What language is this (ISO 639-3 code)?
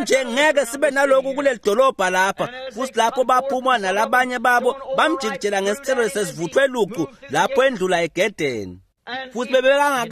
ssw